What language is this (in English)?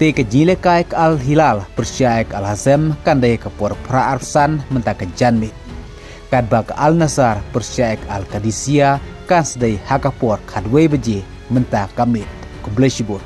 Khasi